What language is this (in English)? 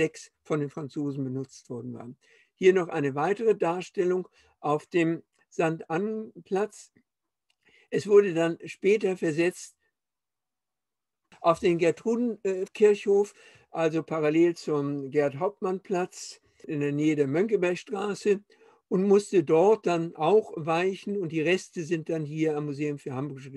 German